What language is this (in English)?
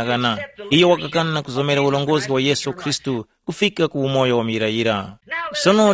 Tumbuka